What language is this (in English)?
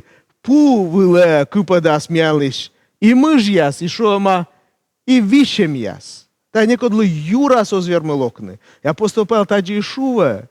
Komi